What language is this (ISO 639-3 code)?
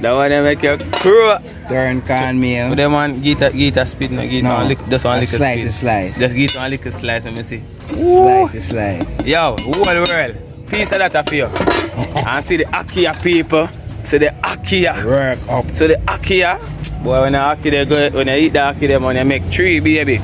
jam